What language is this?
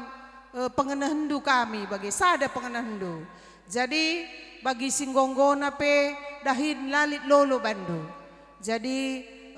Batak Karo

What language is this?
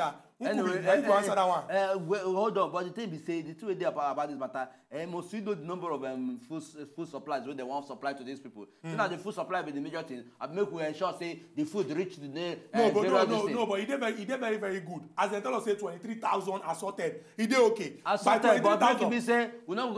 Nigerian Pidgin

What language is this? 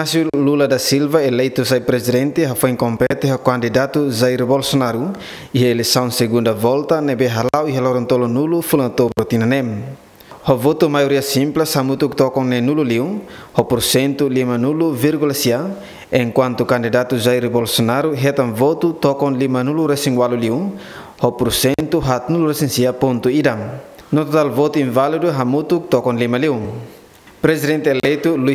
Tetum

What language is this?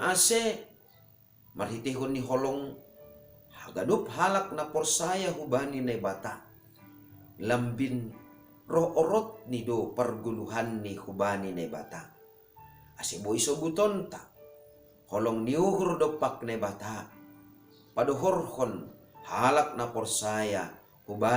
Batak Simalungun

